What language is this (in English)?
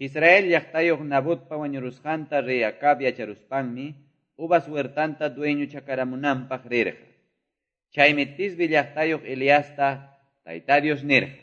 Quechua